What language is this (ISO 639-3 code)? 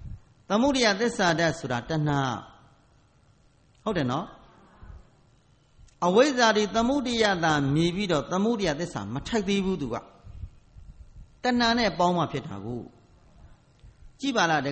mya